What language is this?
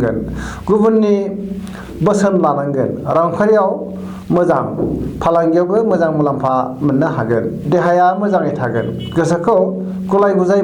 Bodo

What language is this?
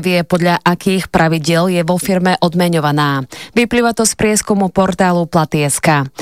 Slovak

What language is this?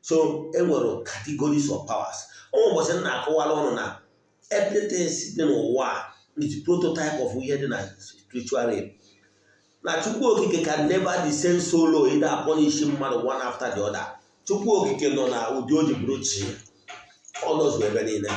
Igbo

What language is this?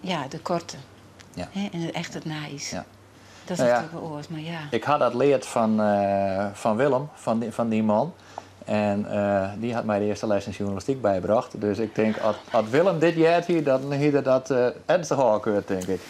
Western Frisian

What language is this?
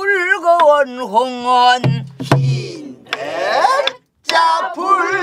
Korean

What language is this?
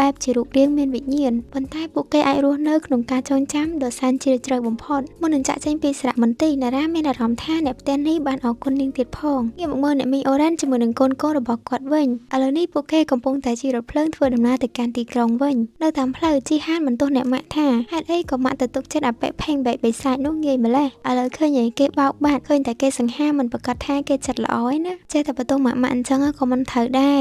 Khmer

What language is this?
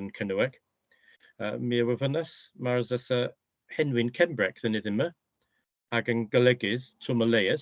Cornish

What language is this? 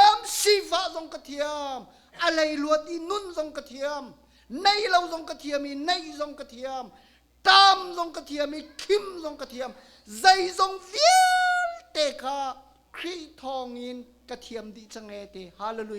Hakha Chin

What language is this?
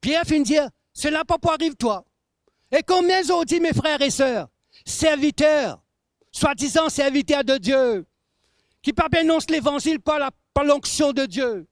Morisyen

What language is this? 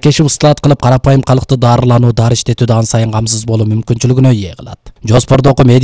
Kyrgyz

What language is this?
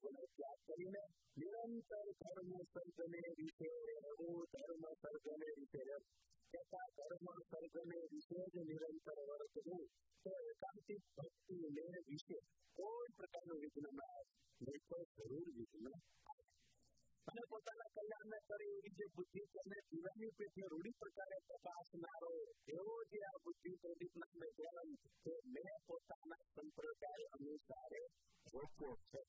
Gujarati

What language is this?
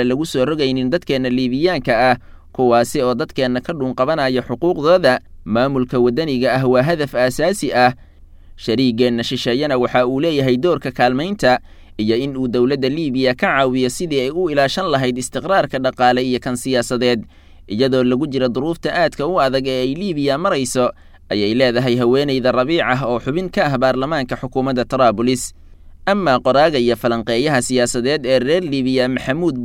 Somali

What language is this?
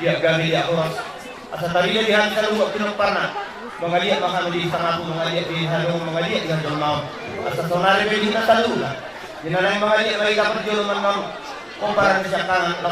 Batak Toba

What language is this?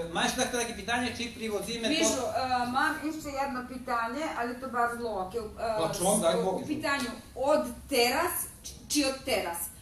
Rusyn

